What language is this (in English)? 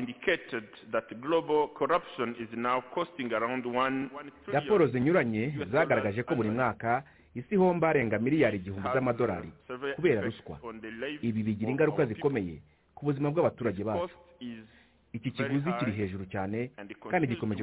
Kinyarwanda